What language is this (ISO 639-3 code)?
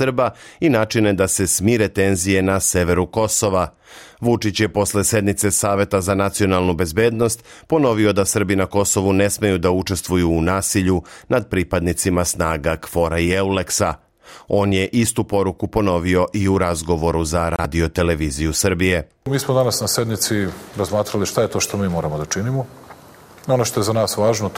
srp